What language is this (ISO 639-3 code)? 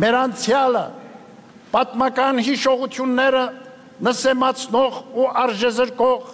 hye